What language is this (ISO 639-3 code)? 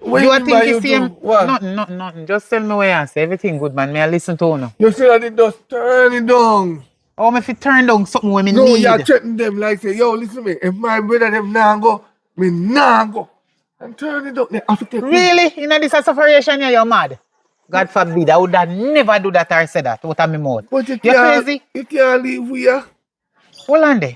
jam